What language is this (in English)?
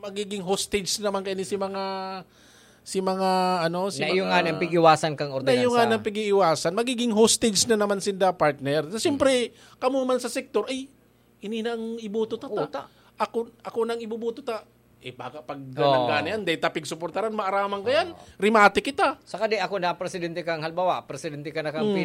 Bikol